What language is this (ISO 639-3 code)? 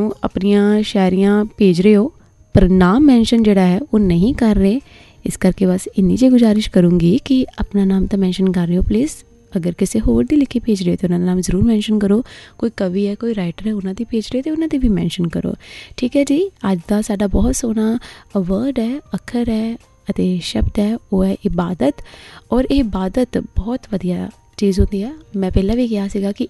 pan